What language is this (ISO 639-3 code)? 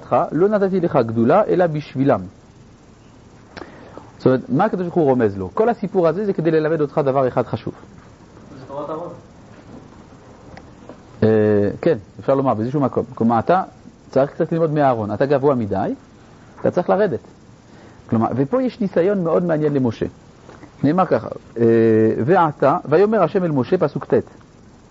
heb